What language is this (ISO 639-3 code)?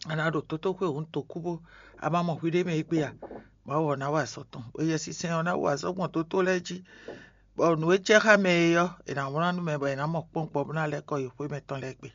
fon